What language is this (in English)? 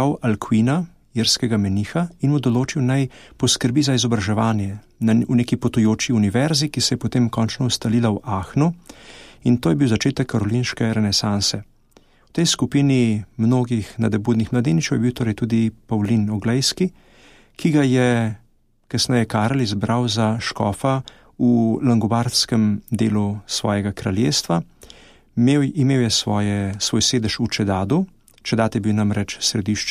Slovenian